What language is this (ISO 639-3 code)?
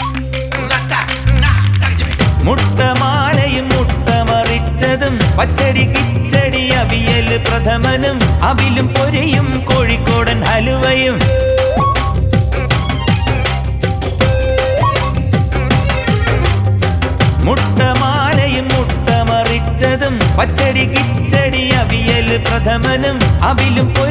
mal